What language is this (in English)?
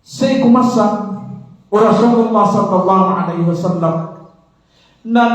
Maranao